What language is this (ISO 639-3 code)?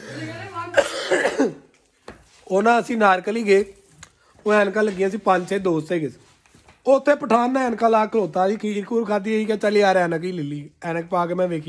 pan